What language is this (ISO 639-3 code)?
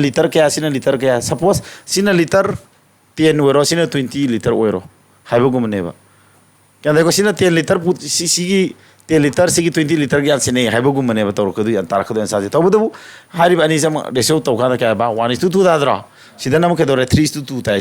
mni